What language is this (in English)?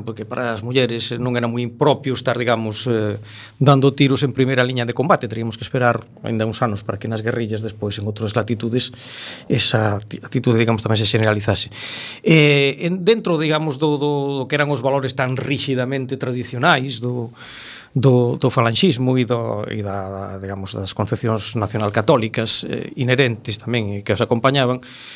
Galician